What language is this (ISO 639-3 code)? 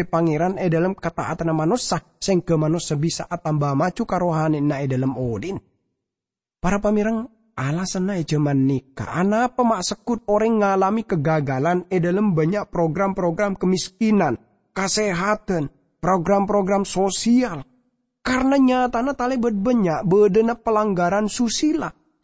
mad